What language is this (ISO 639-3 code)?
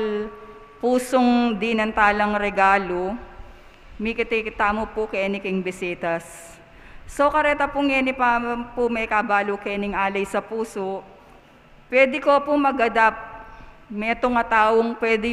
pam